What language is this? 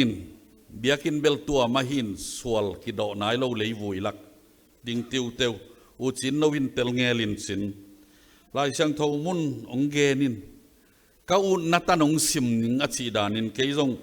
Tedim Chin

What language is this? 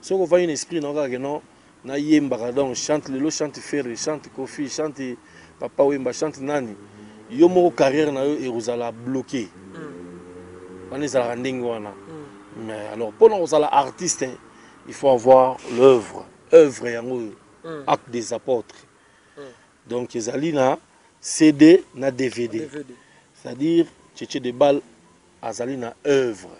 Lingala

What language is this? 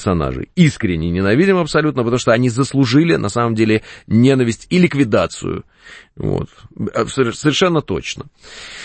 Russian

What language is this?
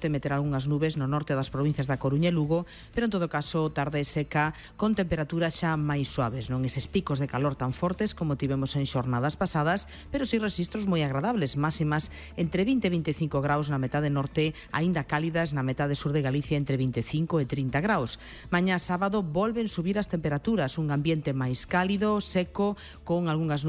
Galician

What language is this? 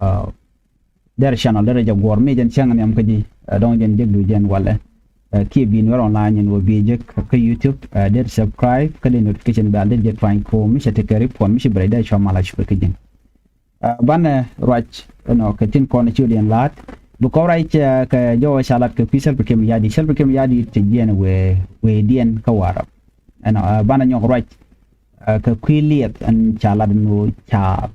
Nuer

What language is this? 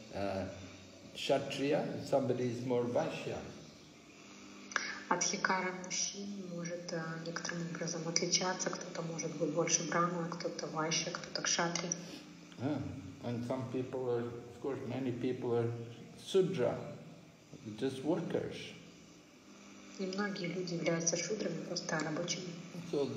Russian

